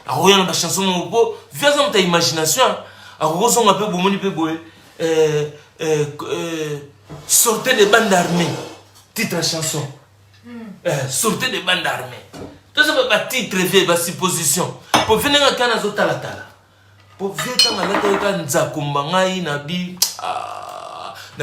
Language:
Lingala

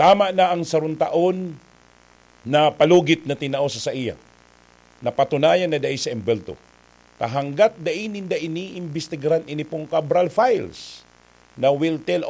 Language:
Bikol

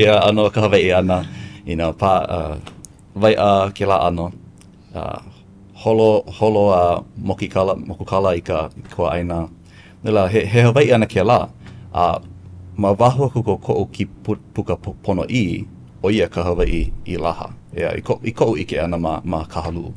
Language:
Hawaiian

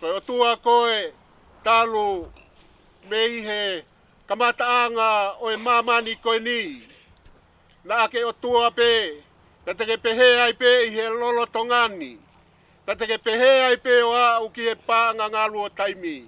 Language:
Tongan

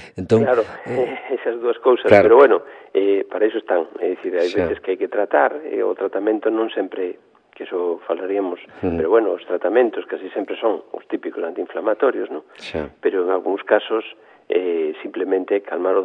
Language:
Galician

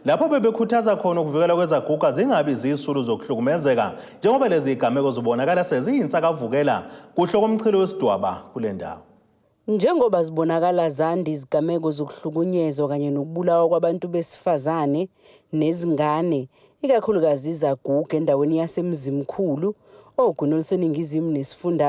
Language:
Zulu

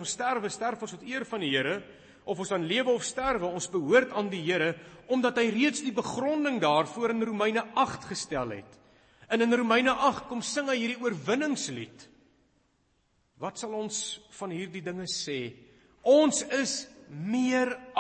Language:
Afrikaans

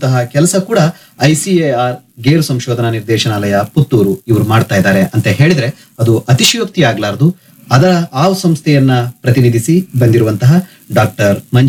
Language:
Kannada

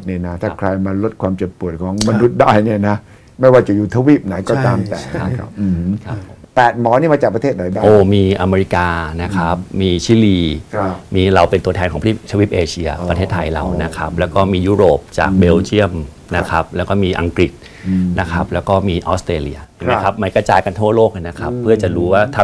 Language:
Thai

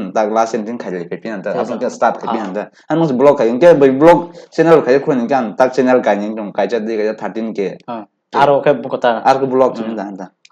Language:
Kok Borok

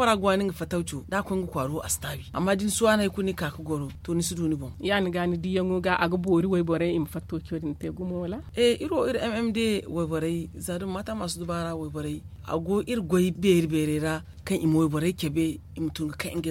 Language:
Zarma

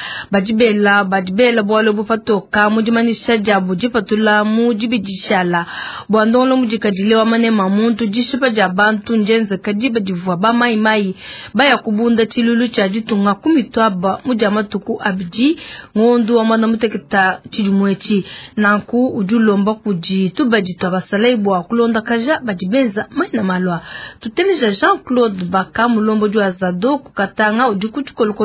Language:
Luba-Lulua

